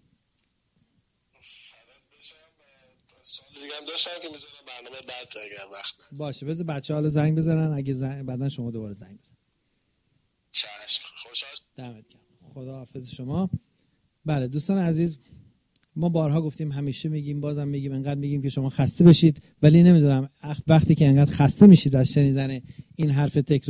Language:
Persian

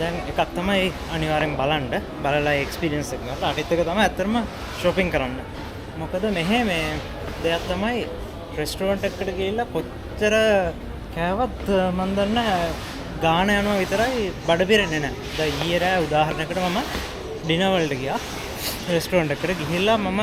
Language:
Sinhala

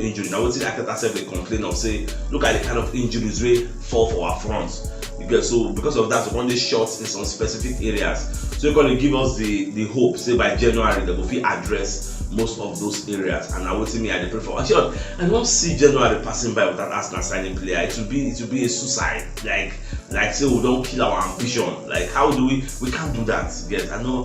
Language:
Nigerian Pidgin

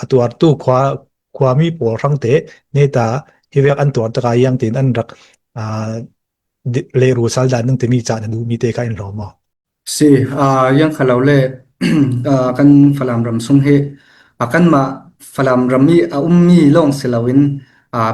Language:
Falam Chin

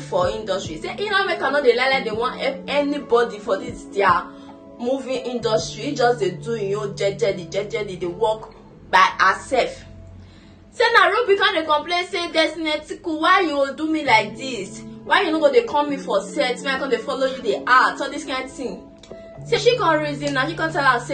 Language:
Nigerian Pidgin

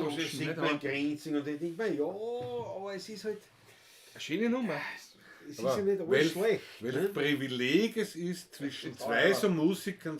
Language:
Bavarian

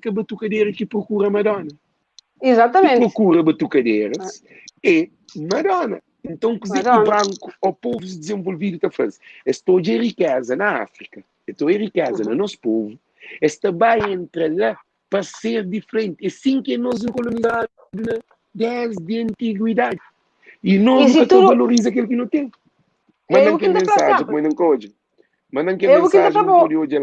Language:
Kabuverdianu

